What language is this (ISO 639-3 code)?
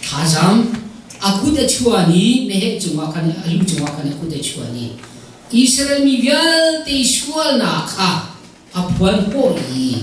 cnh